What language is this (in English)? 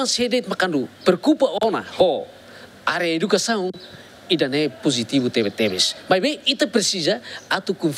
Tetum